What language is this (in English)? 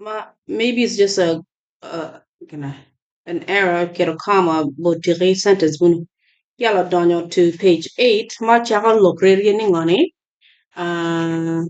Acoli